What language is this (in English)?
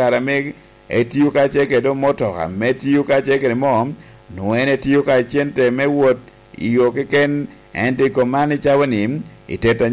Lango (Uganda)